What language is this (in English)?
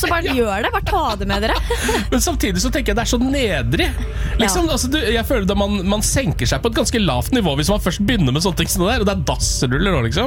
Norwegian